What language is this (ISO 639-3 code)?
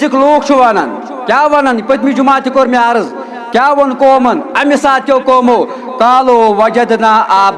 kas